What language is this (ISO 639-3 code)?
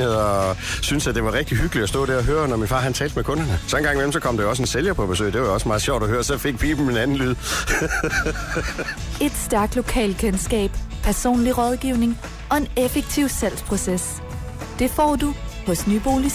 dan